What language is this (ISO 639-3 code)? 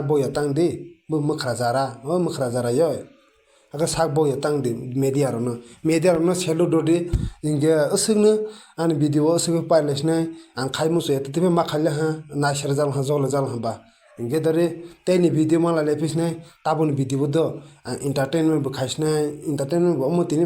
trp